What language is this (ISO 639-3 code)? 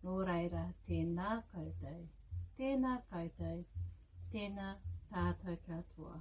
mri